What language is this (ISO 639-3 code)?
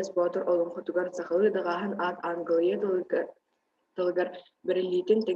sah